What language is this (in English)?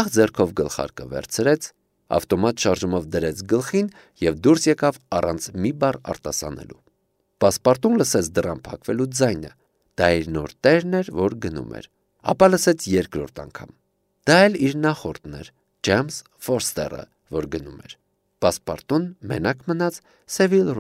Armenian